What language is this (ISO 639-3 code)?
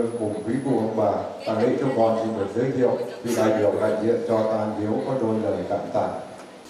vie